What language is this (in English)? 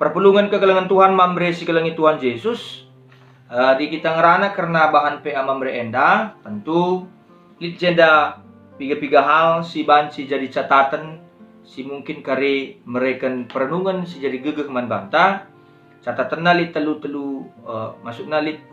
Batak Karo